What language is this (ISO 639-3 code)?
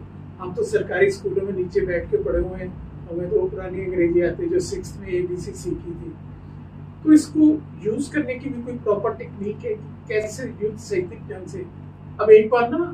hin